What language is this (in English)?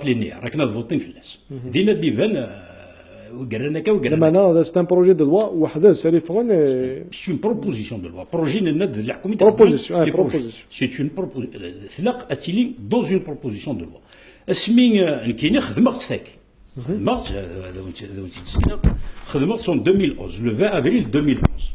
Kabyle